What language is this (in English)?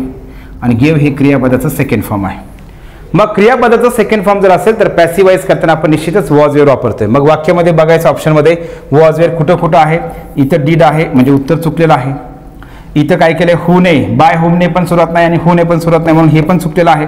Marathi